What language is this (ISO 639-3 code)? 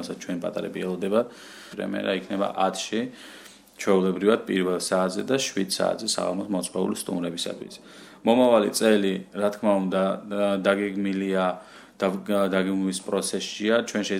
kat